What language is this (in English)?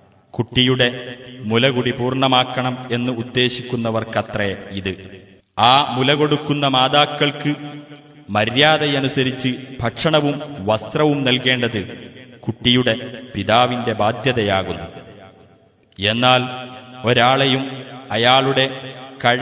Malayalam